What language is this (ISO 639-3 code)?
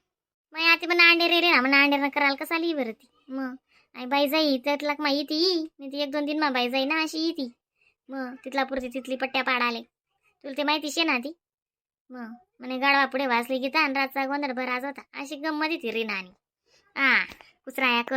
khn